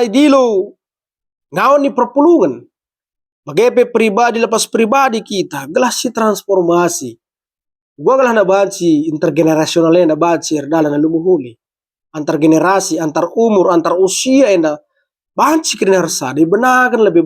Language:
Batak Karo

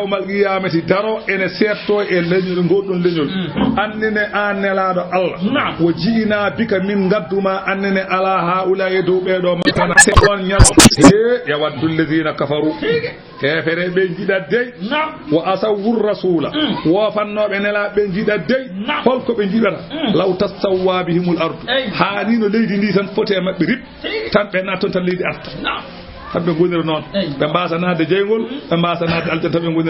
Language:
Fula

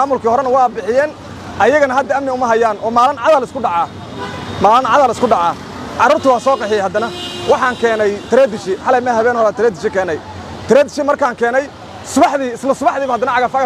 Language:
Somali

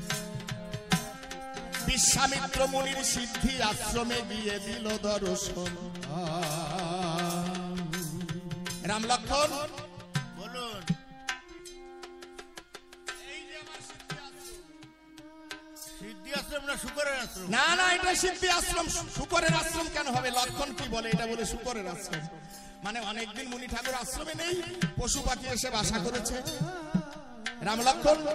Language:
Bangla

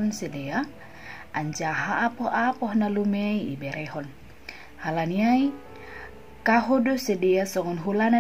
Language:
Batak Simalungun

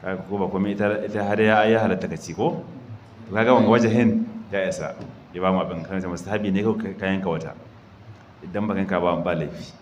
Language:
Hausa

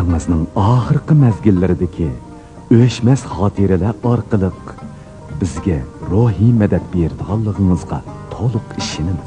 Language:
Uyghur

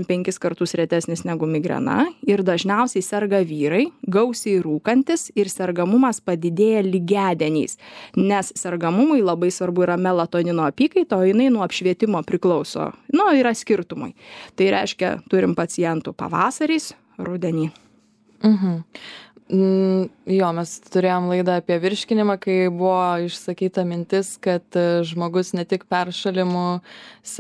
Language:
Lithuanian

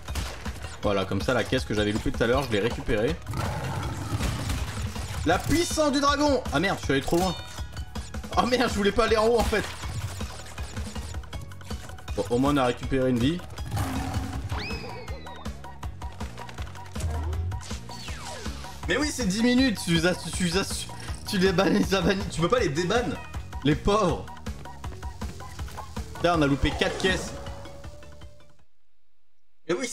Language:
French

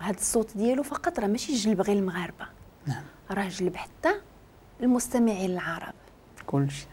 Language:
Moroccan Arabic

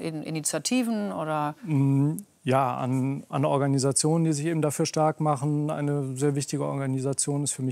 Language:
German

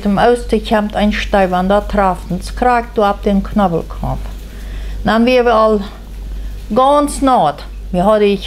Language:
Plautdietsch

